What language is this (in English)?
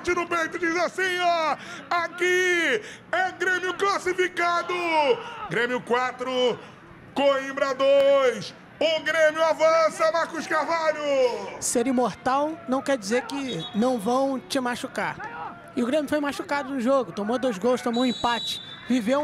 Portuguese